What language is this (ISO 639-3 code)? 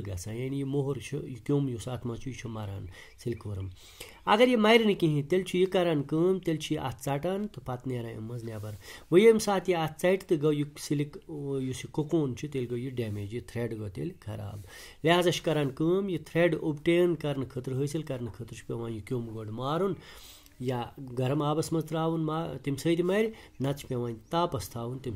kas